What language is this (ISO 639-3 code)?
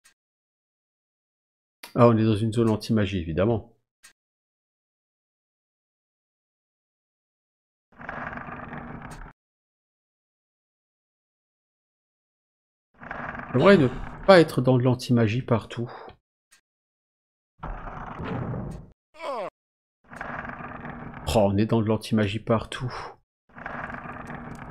fra